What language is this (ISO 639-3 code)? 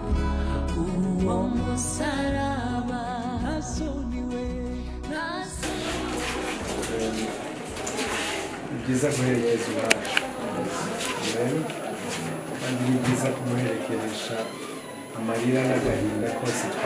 kin